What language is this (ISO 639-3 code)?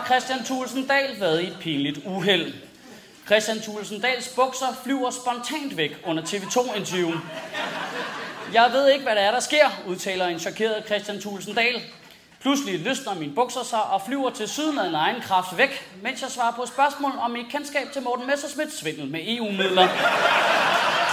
dan